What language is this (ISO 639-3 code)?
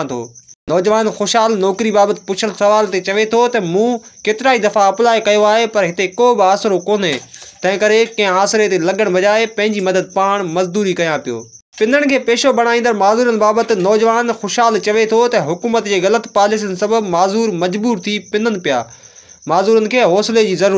snd